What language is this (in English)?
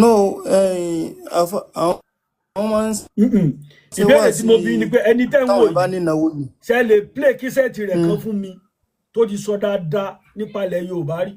Yoruba